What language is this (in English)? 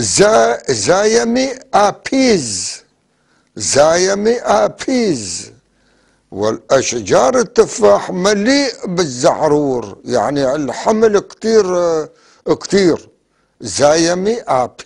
North Levantine Arabic